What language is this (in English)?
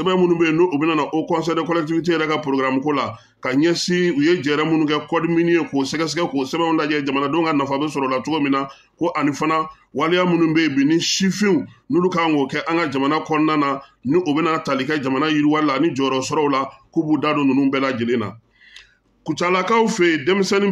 Bambara